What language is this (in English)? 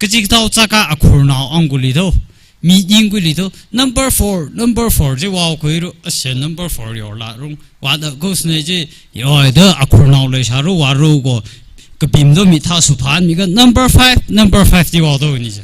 Tangkhul Naga (India)